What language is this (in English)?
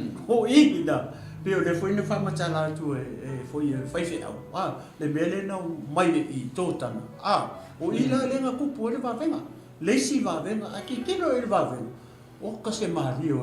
Samoan